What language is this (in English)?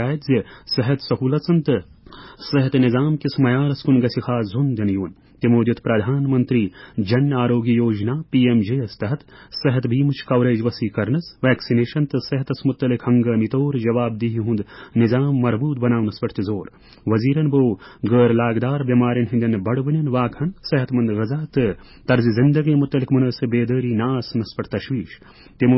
Kashmiri